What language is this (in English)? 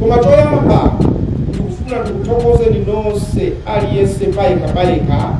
Nyanja